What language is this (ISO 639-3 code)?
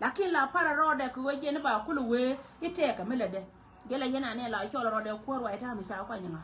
nus